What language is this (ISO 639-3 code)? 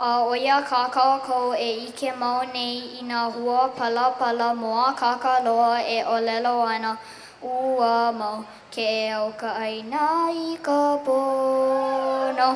haw